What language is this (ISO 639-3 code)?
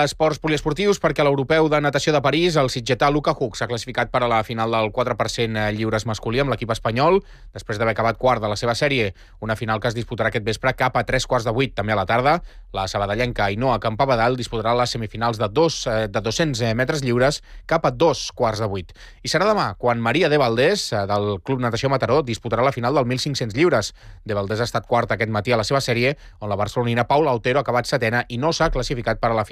cat